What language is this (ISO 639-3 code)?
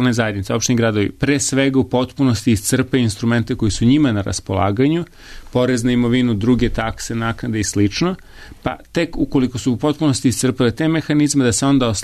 srp